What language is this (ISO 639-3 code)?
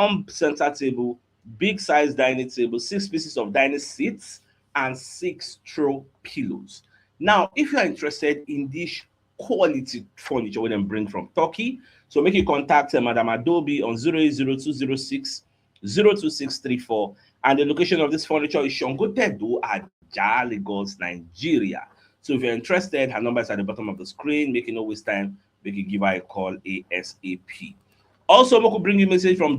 pcm